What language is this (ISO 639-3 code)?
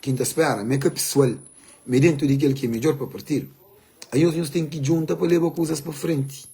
kea